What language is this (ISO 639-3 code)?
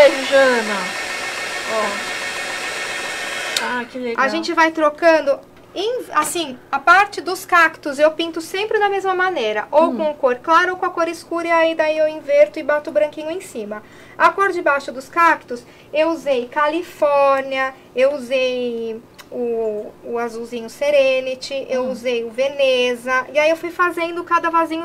por